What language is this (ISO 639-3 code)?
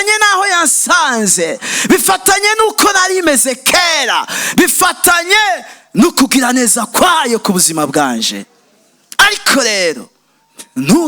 run